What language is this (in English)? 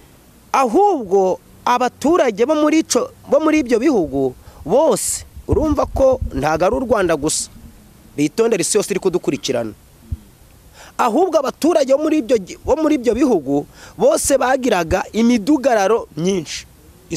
Kinyarwanda